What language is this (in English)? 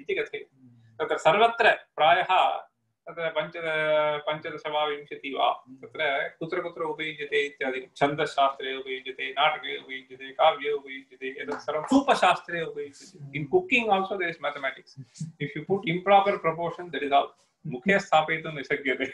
Sanskrit